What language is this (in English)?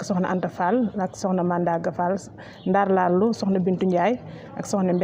Wolof